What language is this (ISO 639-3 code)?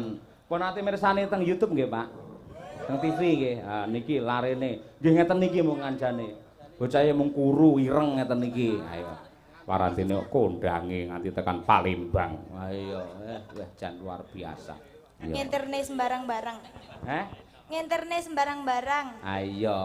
jav